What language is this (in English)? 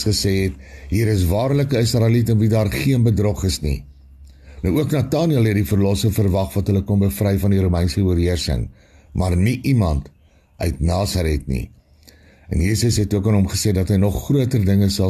Afrikaans